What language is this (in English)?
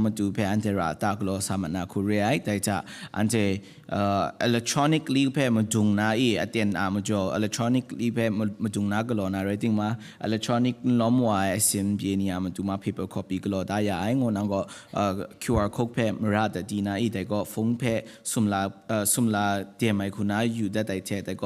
Kachin